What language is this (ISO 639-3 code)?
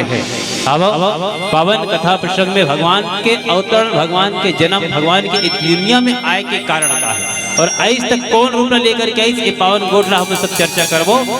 hne